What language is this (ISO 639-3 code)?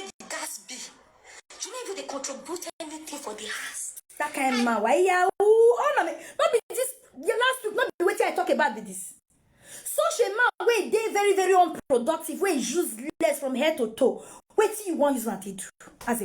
pcm